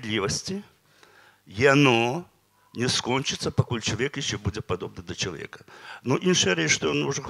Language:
Belarusian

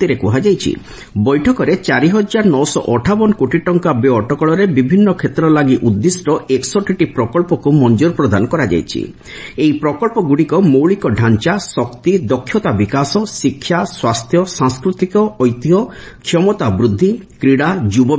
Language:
Odia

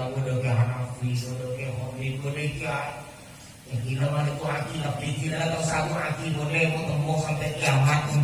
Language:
Madurese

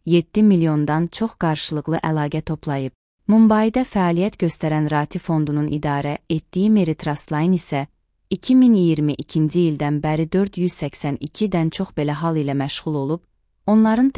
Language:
Azerbaijani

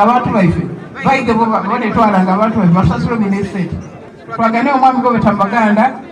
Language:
Soga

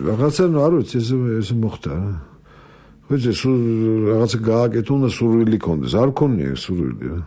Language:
Georgian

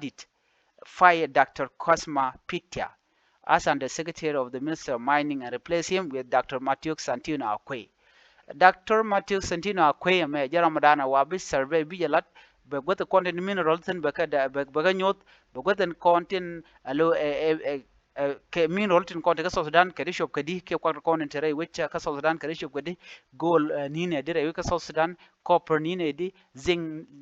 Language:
Nuer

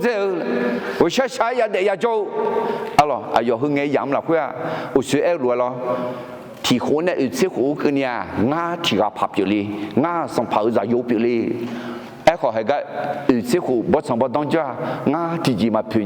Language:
Akha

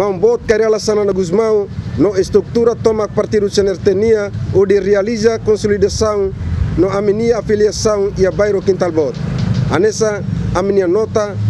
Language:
Tetum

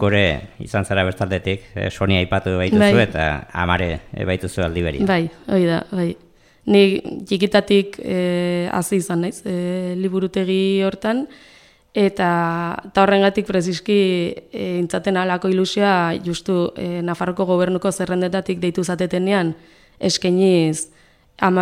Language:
Basque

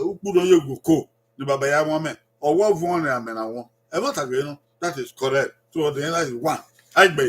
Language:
Bini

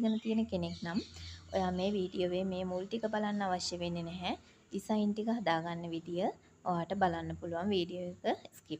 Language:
Sinhala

